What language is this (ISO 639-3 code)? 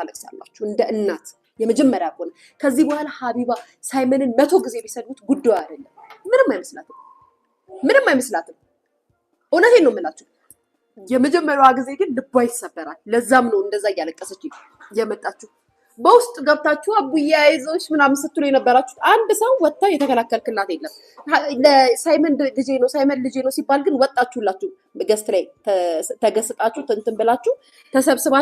amh